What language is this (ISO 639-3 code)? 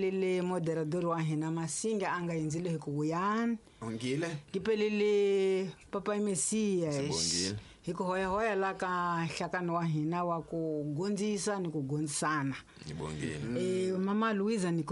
tso